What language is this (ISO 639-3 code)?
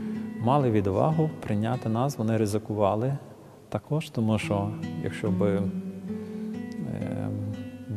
ukr